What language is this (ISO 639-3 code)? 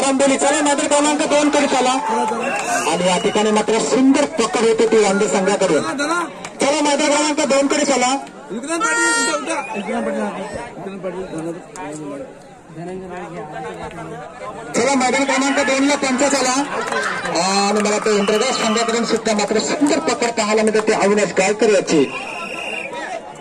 mar